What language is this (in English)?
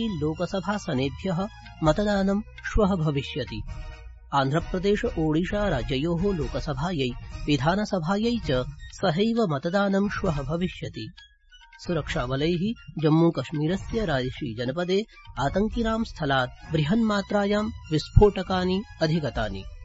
Sanskrit